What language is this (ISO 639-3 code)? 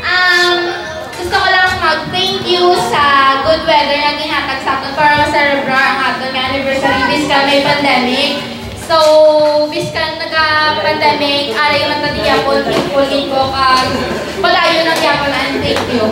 hil